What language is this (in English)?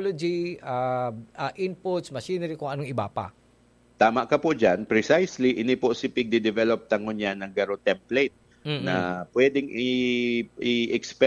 Bikol